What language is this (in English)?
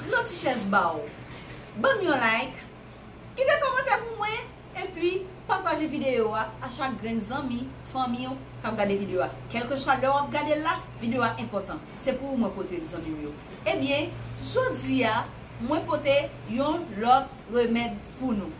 Haitian Creole